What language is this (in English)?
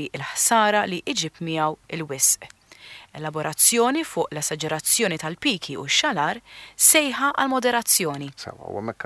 Maltese